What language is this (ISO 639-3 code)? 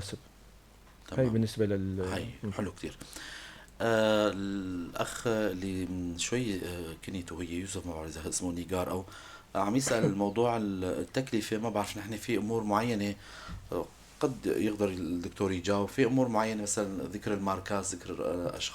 apc